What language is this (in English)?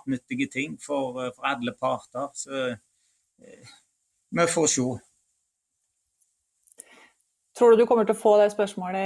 Norwegian